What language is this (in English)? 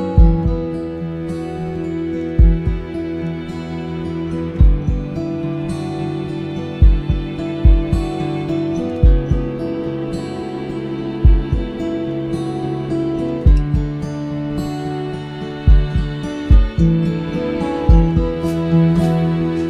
Māori